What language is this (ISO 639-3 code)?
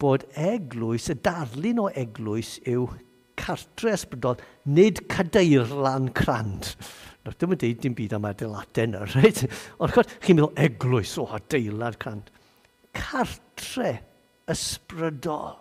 cym